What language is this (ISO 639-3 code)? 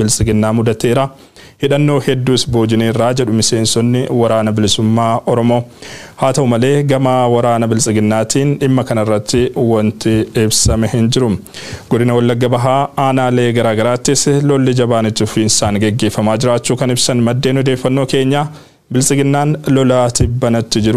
orm